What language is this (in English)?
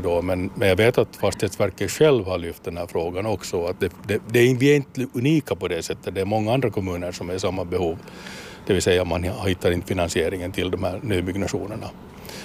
Swedish